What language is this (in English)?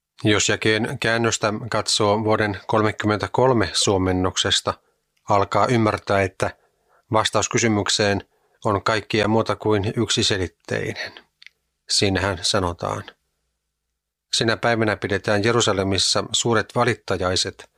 Finnish